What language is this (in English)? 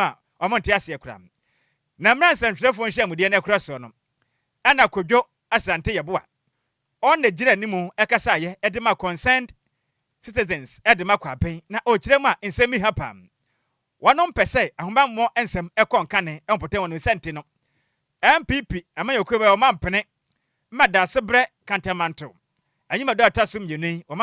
Akan